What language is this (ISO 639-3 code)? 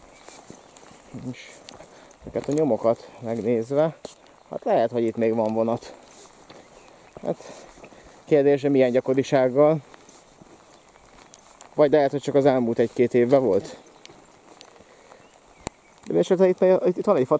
hun